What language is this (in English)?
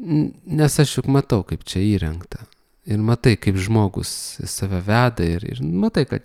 Lithuanian